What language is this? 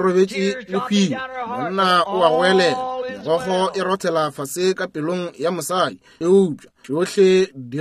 Northern Sotho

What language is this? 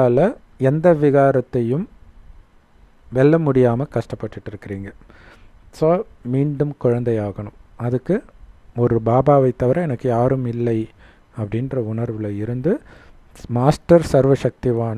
Tamil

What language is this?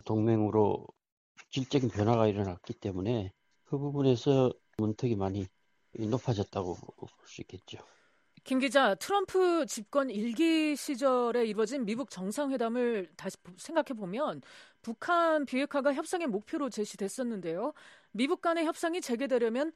Korean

